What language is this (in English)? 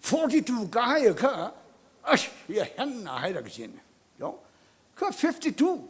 Tangkhul Naga (India)